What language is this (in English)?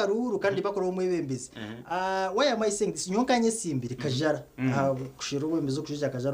Nyankole